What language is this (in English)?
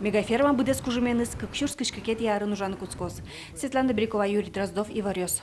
Udmurt